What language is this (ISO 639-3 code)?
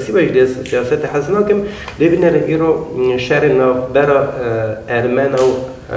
kur